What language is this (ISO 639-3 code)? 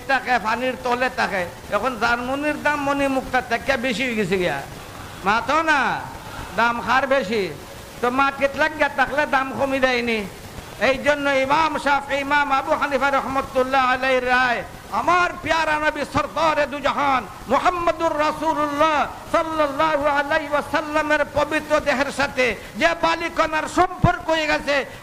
syl